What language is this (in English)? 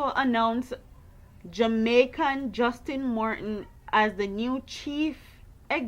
Jamaican Creole English